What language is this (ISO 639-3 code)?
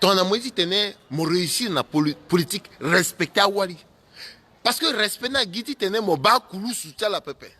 sag